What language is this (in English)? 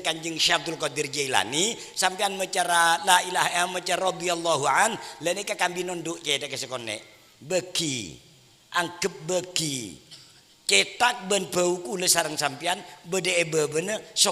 Madurese